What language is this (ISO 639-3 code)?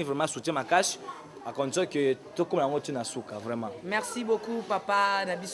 lin